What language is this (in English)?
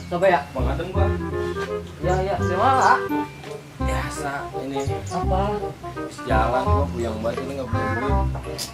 Betawi